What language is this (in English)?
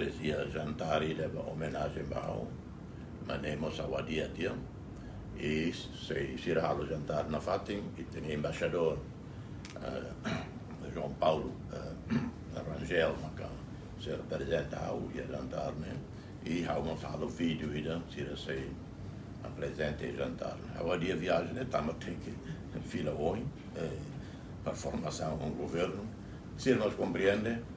Tetum